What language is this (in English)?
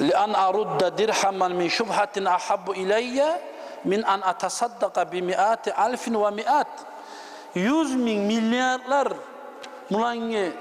Kumyk